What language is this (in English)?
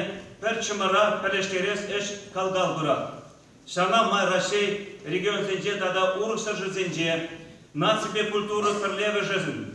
Chuvash